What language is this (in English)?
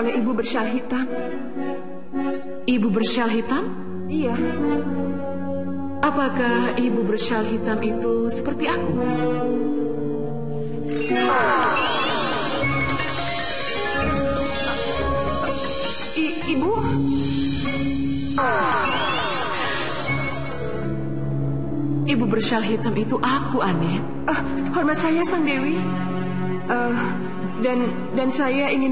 Indonesian